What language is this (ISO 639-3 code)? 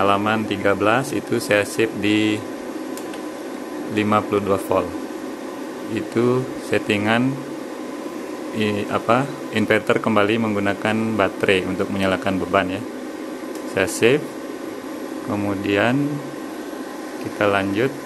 ind